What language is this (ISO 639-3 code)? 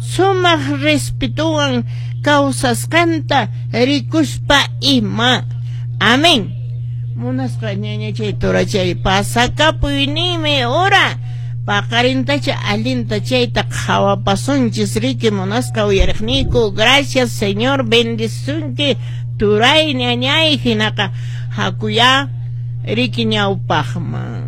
que